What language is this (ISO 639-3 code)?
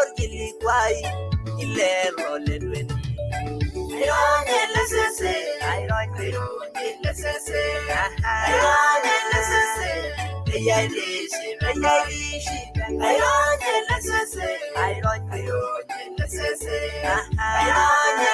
mas